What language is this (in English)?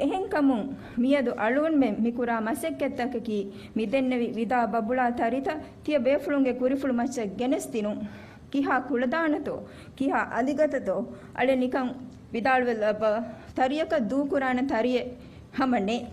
Divehi